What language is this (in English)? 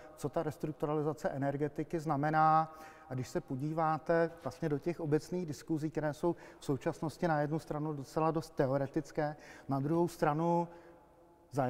Czech